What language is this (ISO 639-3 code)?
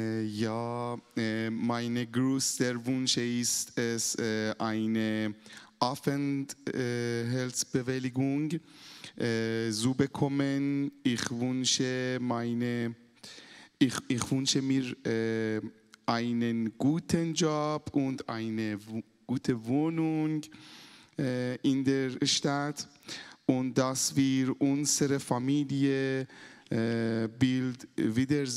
gsw